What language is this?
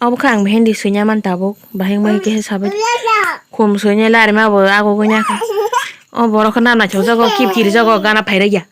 Kok Borok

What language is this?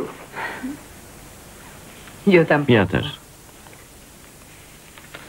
Polish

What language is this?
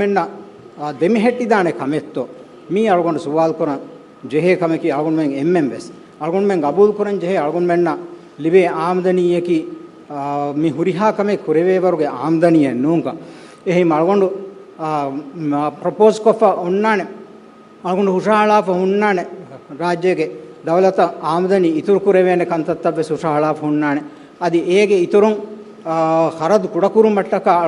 Divehi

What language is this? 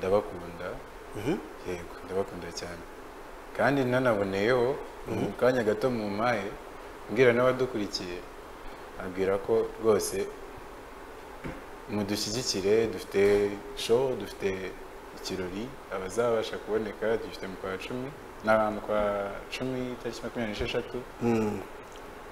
Kinyarwanda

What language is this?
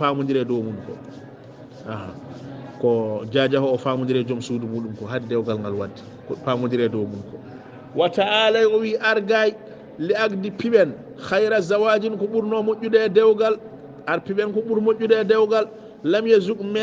Fula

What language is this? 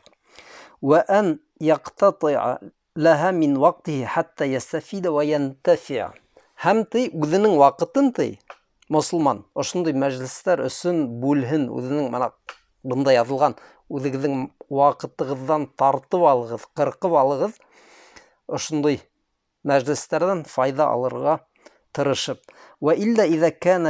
Bashkir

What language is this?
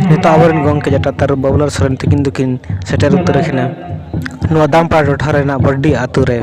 Santali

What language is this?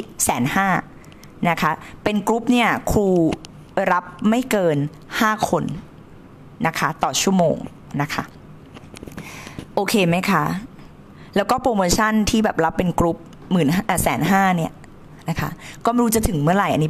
Thai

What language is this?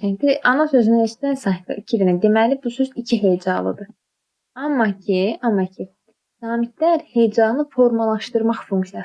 Azerbaijani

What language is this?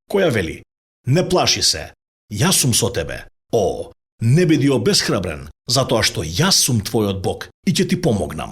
Macedonian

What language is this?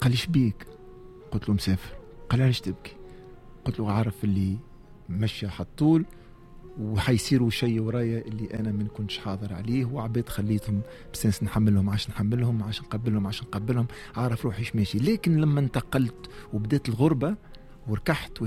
Tunisian Arabic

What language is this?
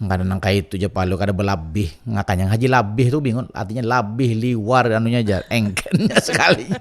Banjar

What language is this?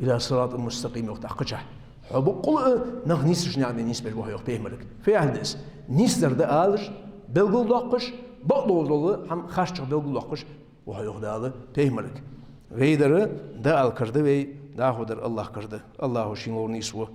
Ingush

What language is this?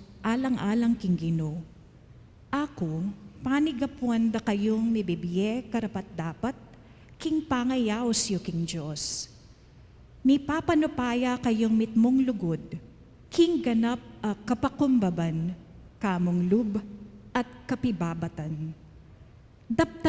Pampanga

